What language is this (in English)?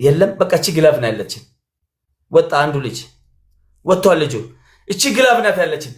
Amharic